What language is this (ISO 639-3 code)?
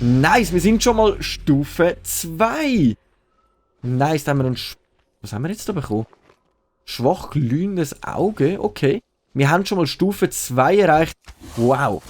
gsw